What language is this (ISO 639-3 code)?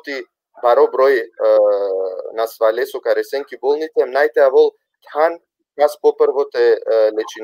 rmn